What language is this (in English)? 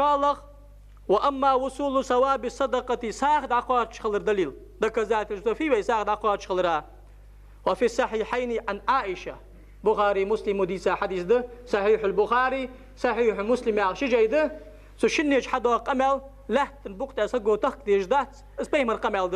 Ingush